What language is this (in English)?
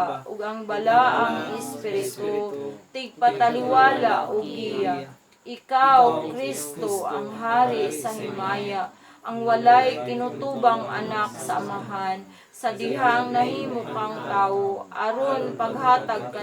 Cebuano